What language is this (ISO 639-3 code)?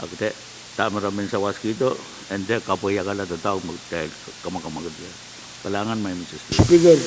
pon